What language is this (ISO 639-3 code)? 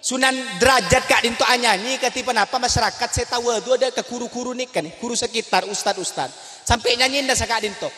mad